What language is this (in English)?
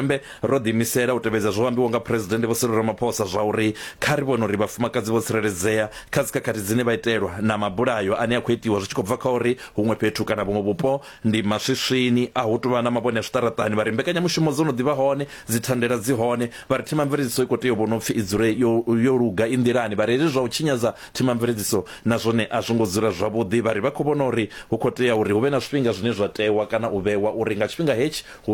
Venda